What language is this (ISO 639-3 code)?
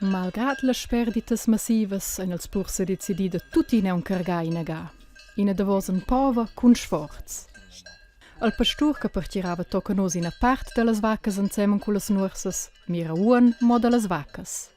roh